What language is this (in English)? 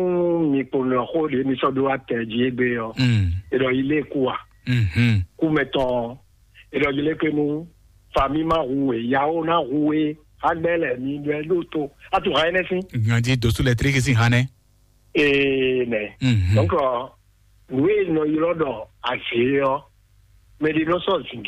Fon